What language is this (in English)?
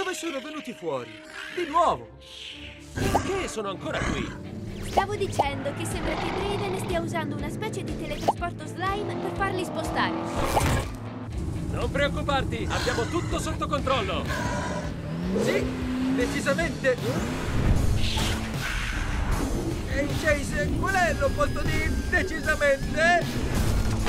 Italian